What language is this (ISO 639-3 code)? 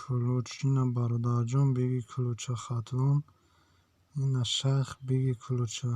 tgk